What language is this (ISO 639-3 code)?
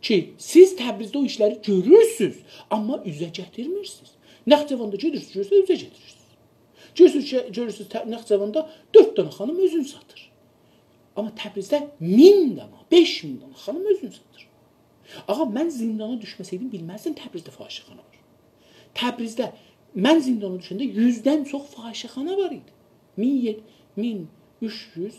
azb